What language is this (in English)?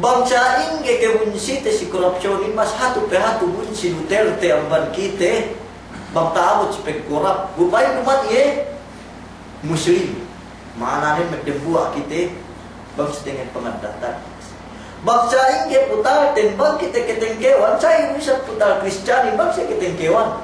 Yakan